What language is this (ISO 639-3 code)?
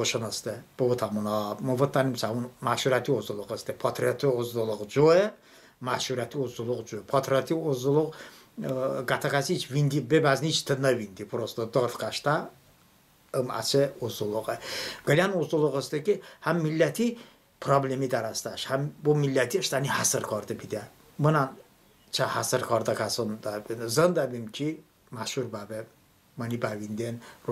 tly